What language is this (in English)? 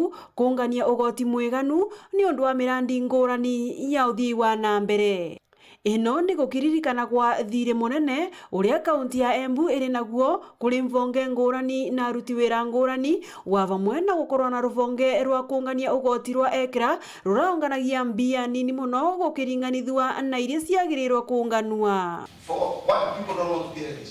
Meru